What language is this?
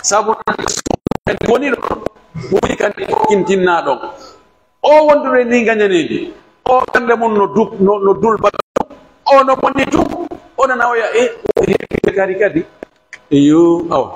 Pular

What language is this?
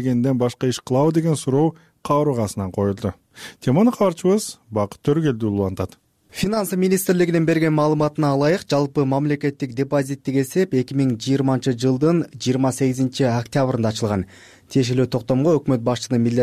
Kyrgyz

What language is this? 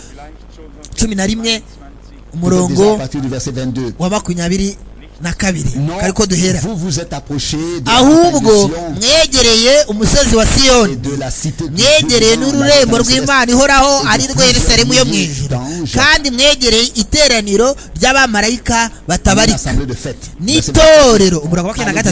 Kinyarwanda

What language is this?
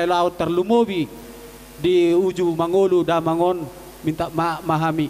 Batak Toba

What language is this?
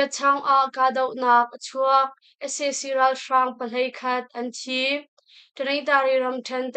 Hakha Chin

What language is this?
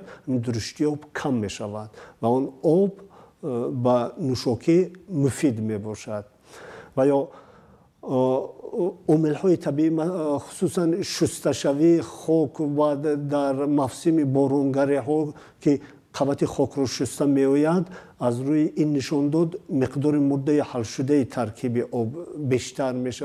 Tajik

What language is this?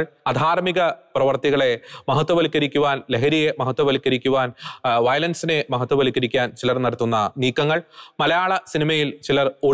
Malayalam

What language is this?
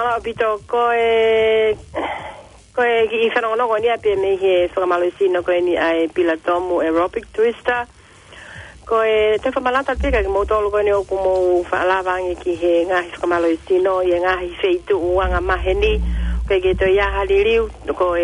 Tongan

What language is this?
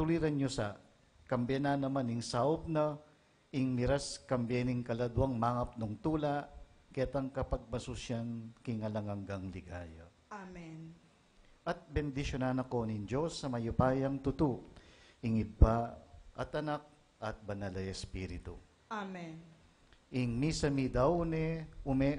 Pampanga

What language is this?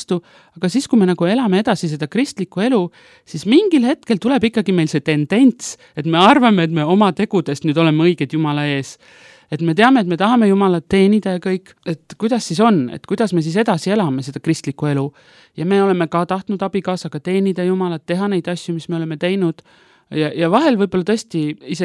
Estonian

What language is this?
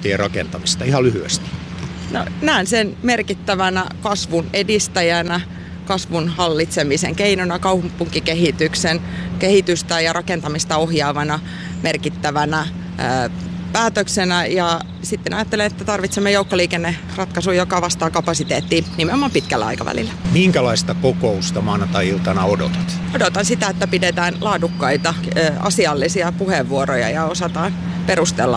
Finnish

